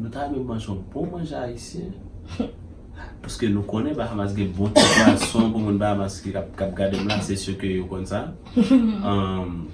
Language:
Haitian Creole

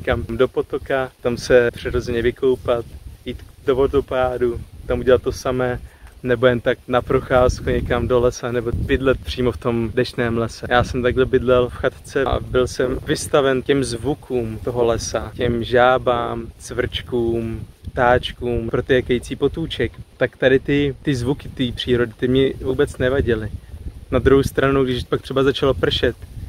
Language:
Czech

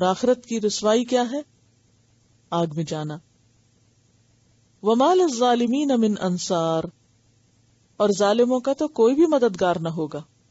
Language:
Urdu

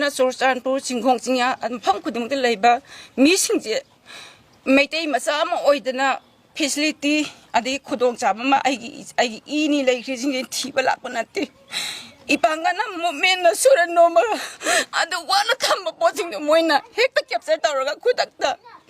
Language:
Manipuri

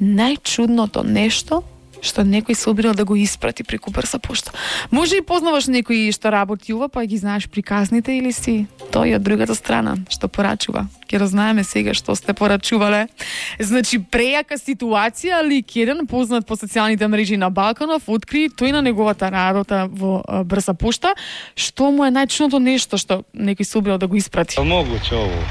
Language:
Macedonian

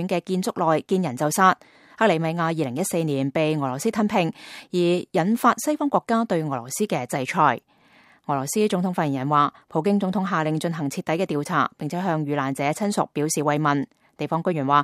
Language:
Cantonese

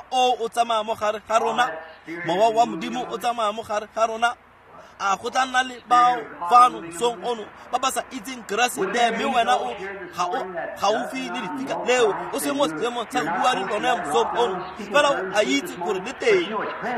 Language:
Tswana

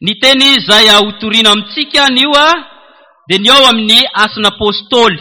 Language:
Malagasy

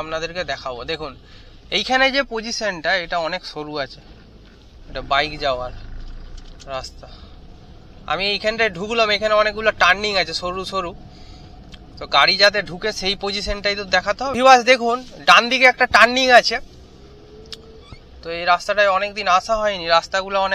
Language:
Bangla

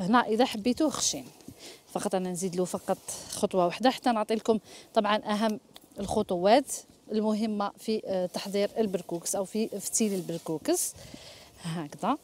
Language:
Algerian Arabic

